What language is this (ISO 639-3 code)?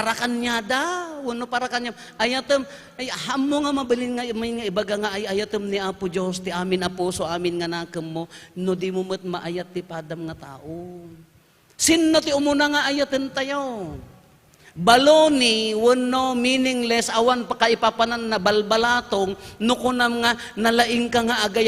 ilo